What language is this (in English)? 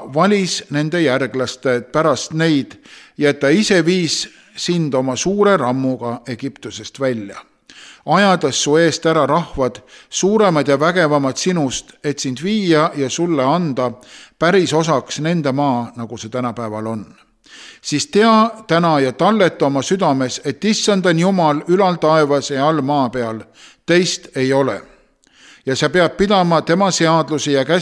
Estonian